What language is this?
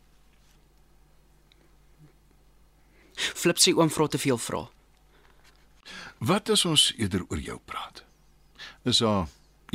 Afrikaans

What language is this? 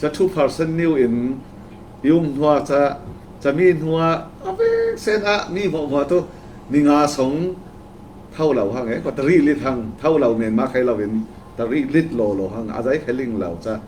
Falam Chin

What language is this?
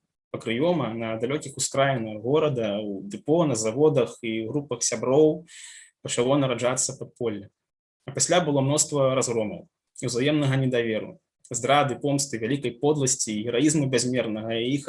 Belarusian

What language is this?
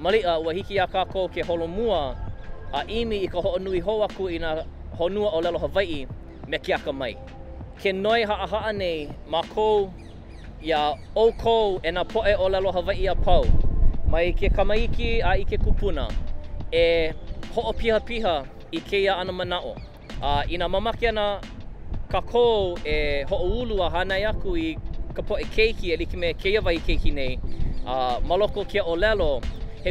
Hawaiian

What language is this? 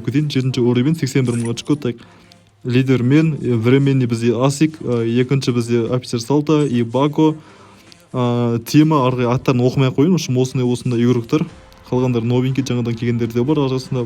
Kazakh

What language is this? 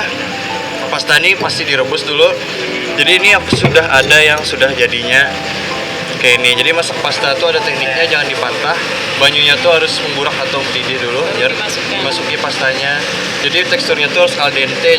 Banjar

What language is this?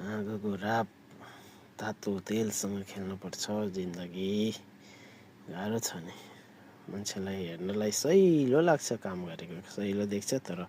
Nepali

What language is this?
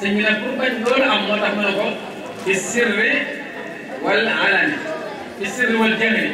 Wolof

